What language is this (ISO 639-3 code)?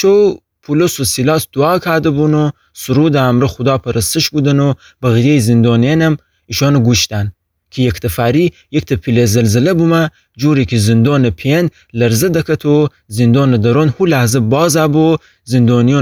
glk